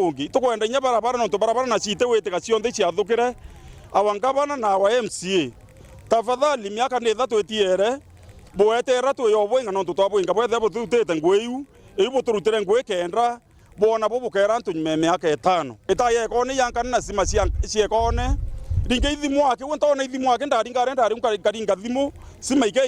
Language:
Meru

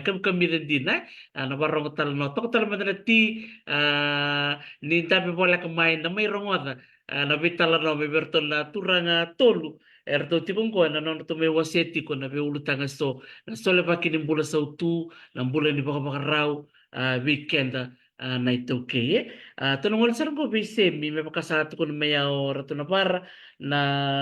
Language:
Fijian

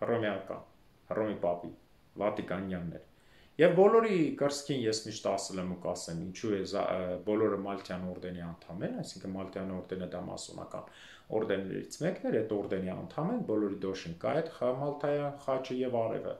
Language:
Armenian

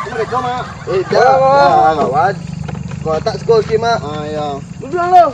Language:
Minangkabau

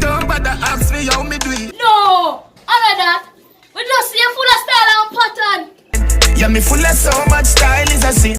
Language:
Jamaican Creole English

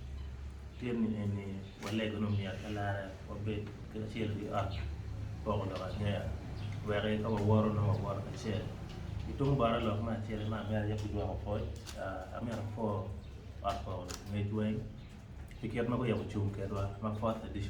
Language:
Acoli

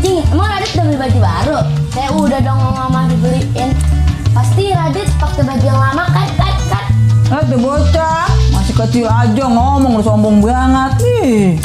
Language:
Betawi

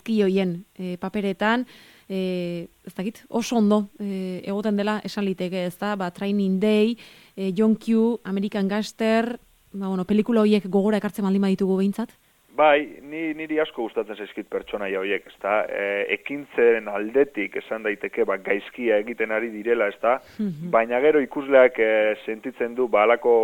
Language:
Basque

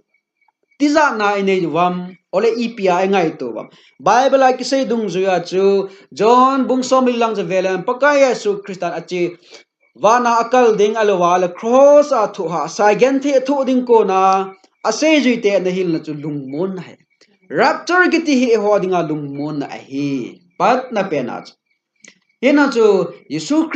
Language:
Thado Chin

